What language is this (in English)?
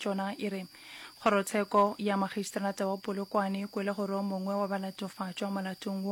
Northern Sotho